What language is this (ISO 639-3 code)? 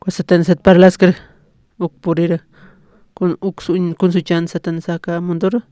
aym